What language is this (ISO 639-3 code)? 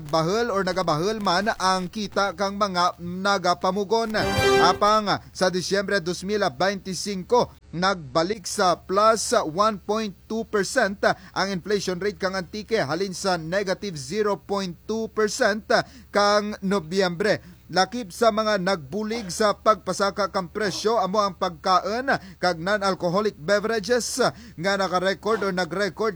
krj